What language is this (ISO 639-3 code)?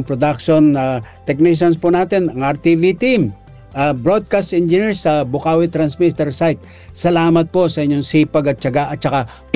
fil